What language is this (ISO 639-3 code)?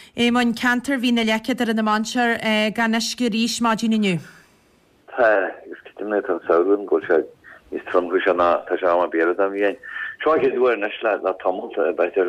gle